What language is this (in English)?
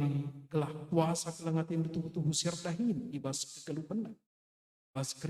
Batak Karo